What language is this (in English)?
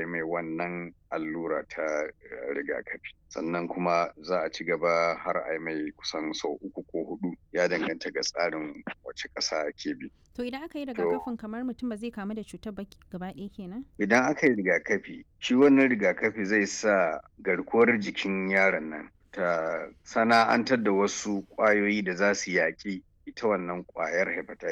Hausa